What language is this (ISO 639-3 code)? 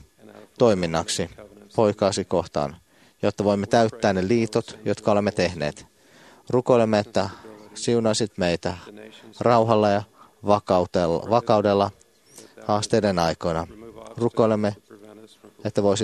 fin